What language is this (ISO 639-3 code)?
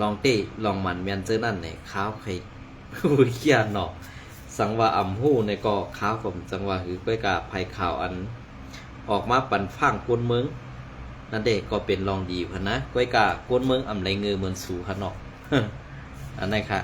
shn